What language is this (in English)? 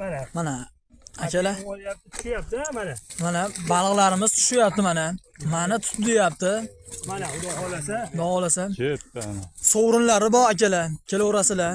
Uzbek